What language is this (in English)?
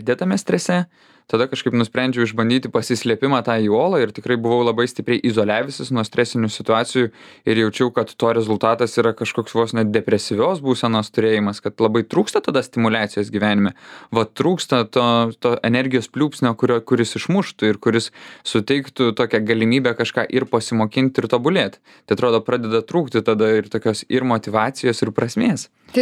Lithuanian